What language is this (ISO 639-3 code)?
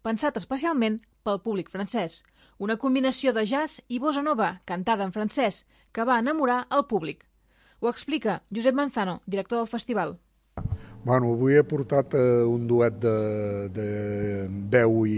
cat